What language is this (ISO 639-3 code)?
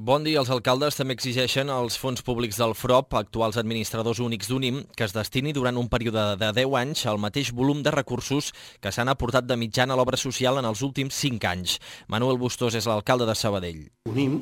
cat